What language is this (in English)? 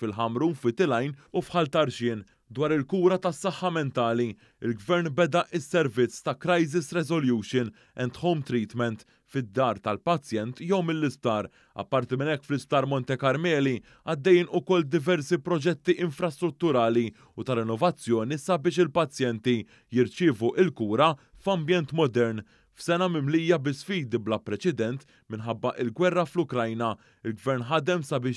Maltese